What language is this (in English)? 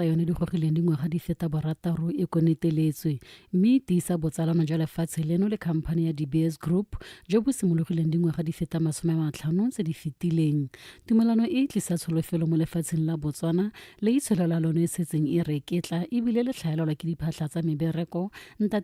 Tswana